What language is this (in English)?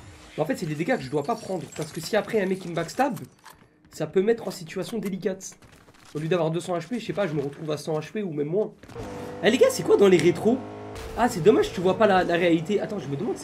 French